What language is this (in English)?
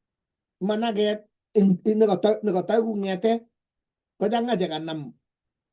Kalenjin